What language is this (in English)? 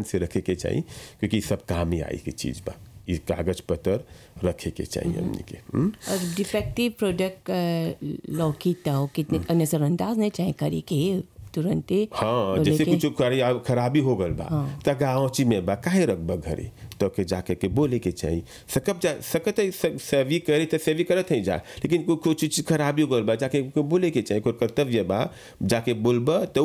Bhojpuri